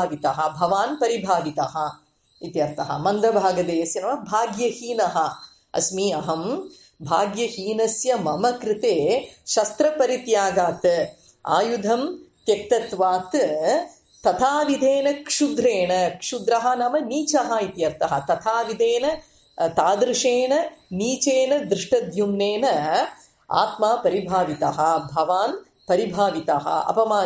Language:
Sanskrit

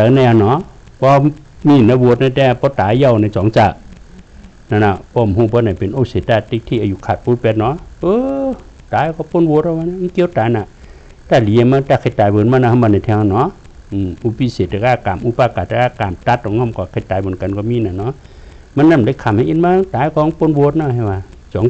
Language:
Shan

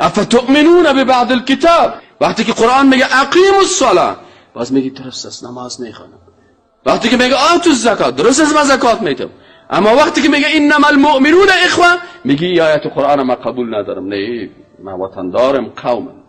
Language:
Persian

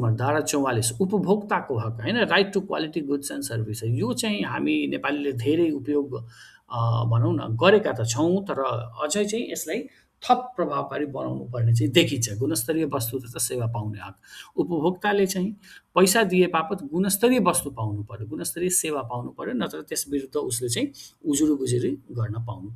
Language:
Nepali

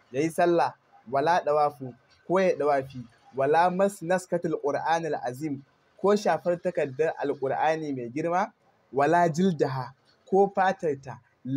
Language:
Hausa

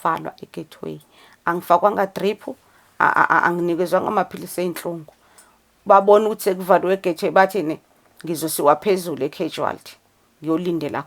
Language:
Zulu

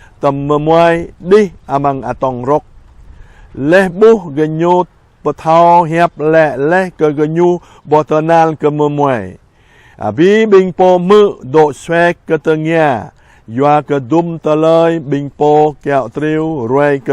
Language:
Jarai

